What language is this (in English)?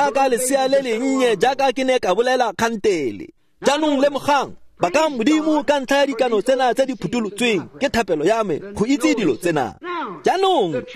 Tswana